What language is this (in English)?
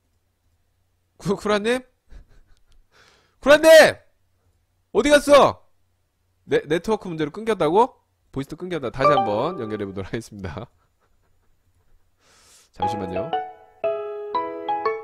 Korean